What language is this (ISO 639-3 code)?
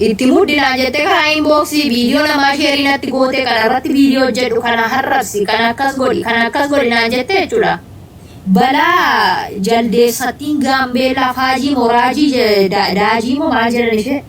orm